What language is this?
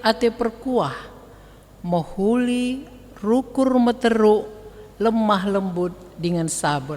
Batak Karo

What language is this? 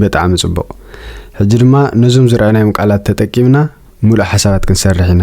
Tigrinya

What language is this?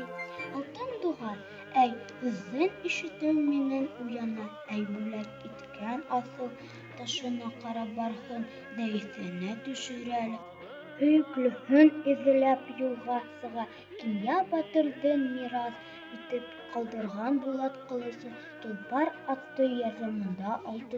Bashkir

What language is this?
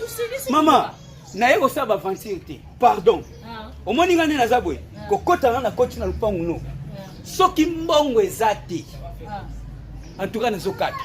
Lingala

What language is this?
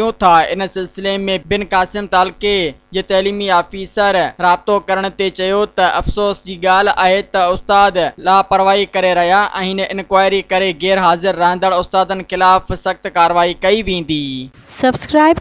Sindhi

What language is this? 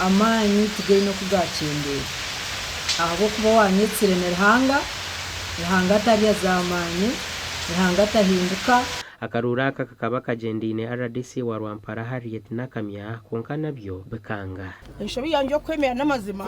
Nyankole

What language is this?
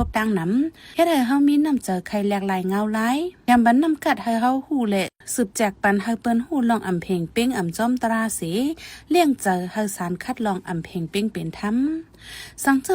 Shan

